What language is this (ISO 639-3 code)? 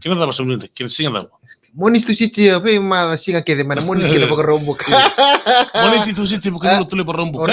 fij